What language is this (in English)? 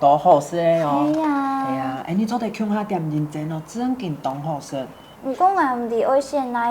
Hakka Chinese